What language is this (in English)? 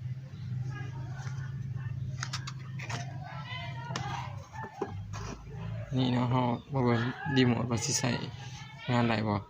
Lao